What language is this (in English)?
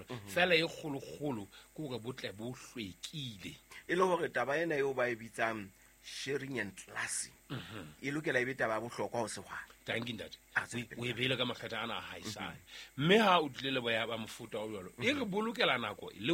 Southern Sotho